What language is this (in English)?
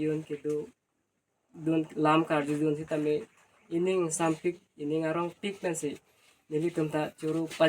Karbi